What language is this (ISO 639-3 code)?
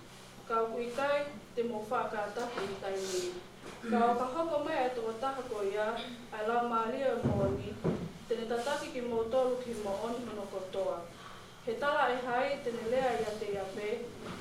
ton